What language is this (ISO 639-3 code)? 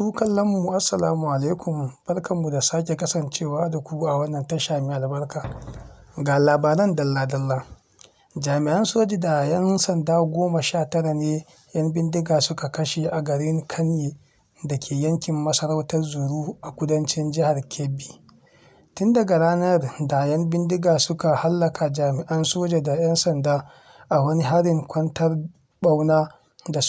hau